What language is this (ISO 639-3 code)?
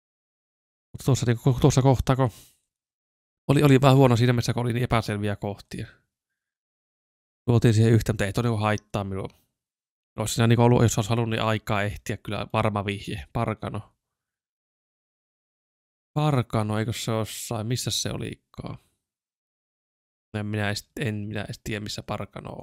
fin